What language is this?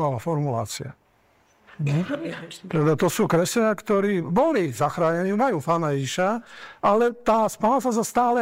Slovak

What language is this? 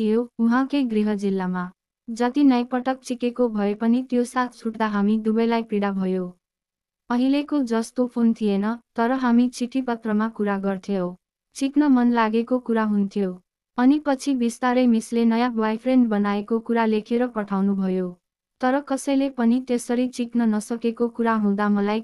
Nepali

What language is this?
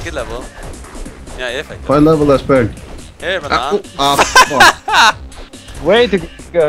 Faroese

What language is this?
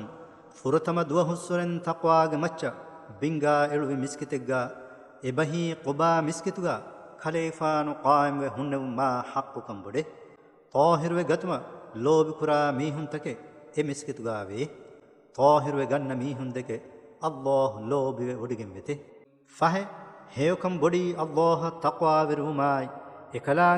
Divehi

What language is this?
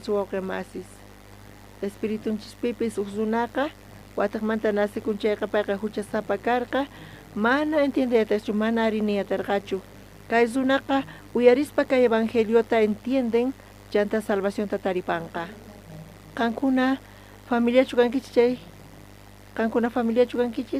South Bolivian Quechua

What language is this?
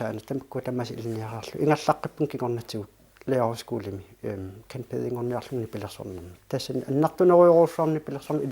Kalaallisut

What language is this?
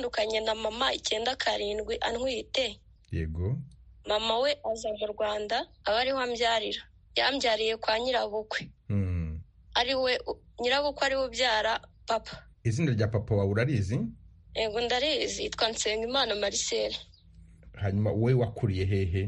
Kinyarwanda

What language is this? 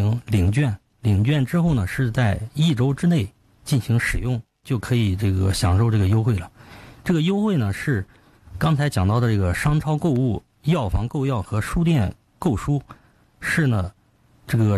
Chinese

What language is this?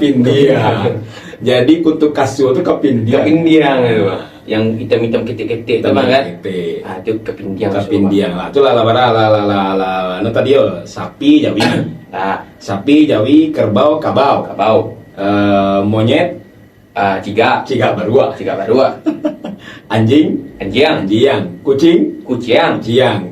Minangkabau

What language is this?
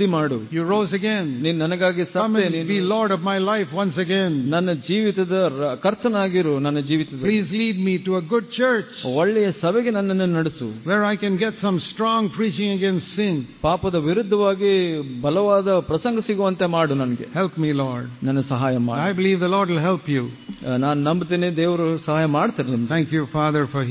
Kannada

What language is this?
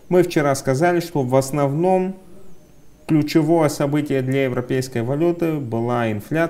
Russian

